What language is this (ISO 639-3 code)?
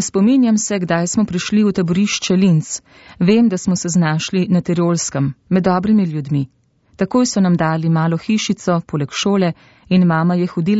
slv